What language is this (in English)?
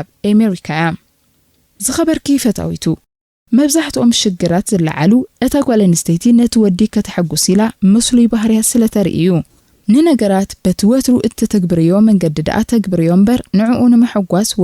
Tigrinya